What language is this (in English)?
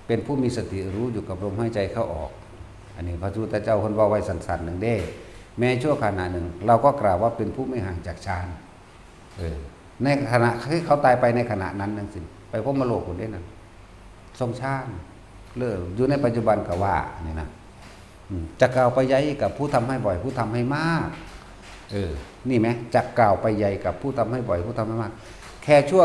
Northeastern Thai